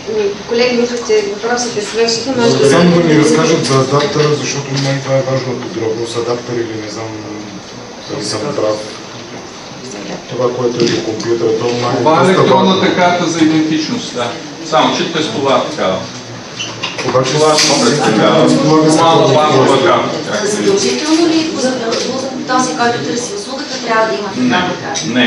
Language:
Bulgarian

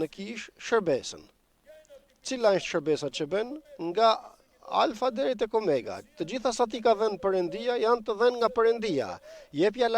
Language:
Albanian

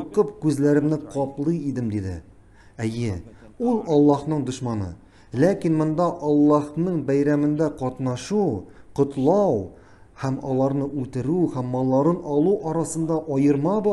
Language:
Tatar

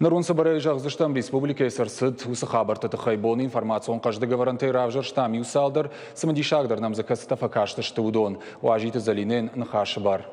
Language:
Ossetic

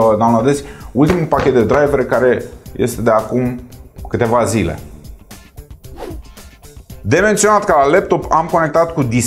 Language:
Romanian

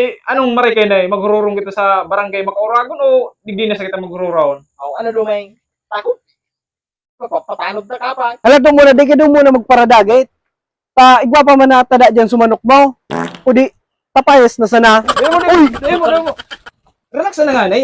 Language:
Bikol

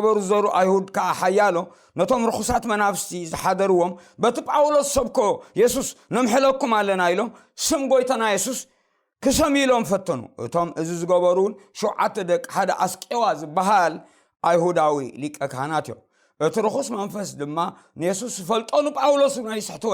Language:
Tigrinya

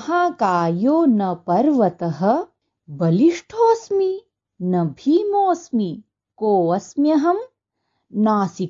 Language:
Sanskrit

